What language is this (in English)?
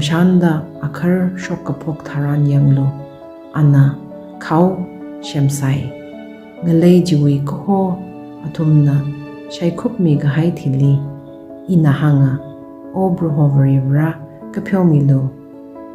Tangkhul Naga (India)